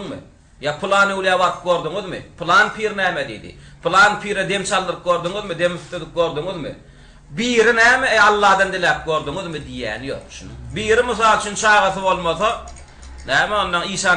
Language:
Turkmen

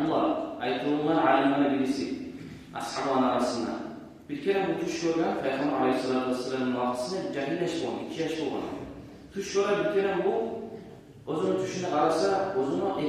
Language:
Kumyk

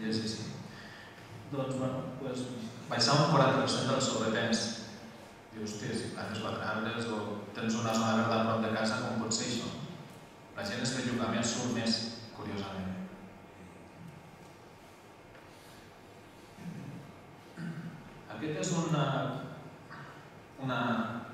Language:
Catalan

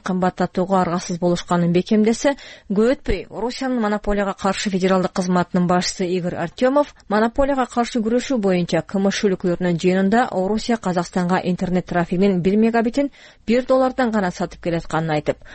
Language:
Kyrgyz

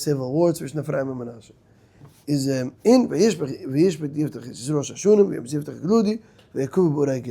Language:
Yiddish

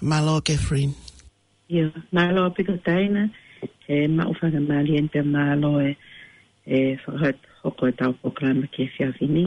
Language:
Tongan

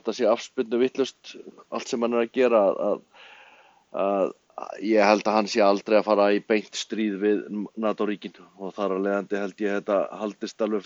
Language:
Icelandic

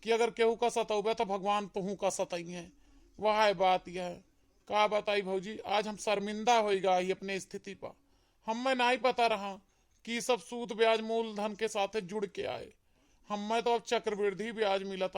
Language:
Awadhi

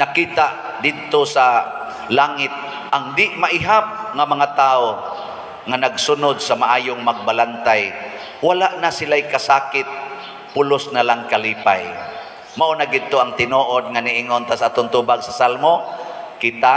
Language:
Cebuano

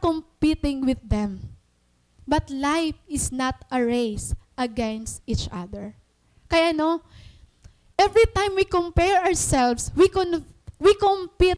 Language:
Waray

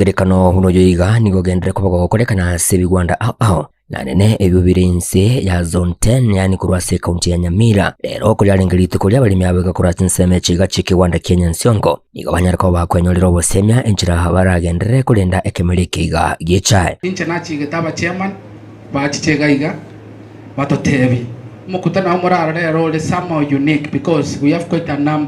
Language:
Gusii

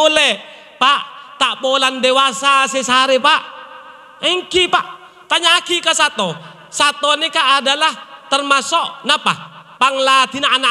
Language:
Madurese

